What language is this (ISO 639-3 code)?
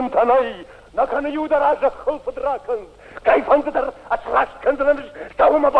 oss